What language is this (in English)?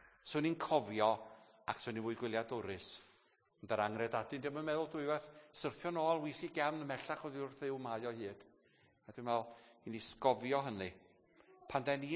Welsh